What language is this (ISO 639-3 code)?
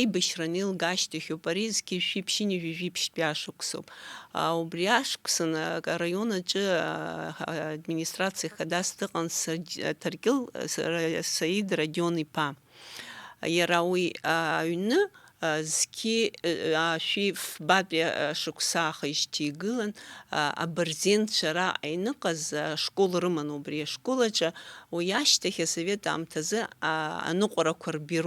abk